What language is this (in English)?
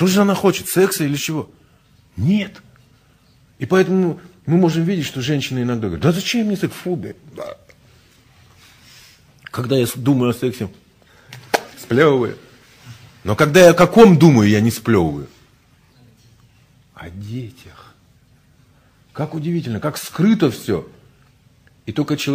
Russian